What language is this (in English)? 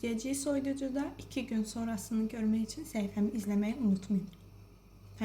Azerbaijani